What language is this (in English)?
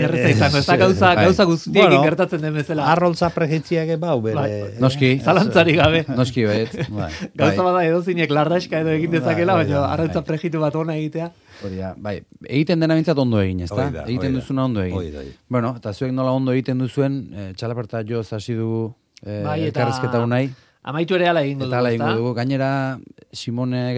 Basque